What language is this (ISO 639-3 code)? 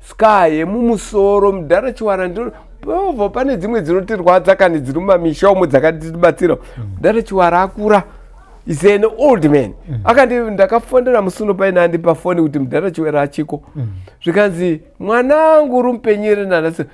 sna